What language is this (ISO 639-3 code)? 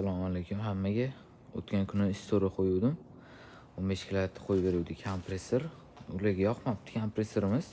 uzb